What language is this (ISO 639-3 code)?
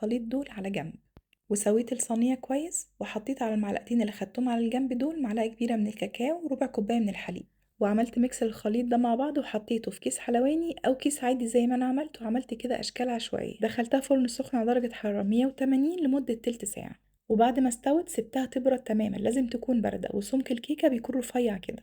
arz